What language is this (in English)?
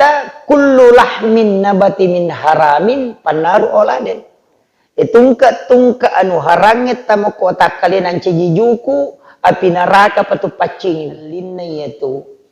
Buginese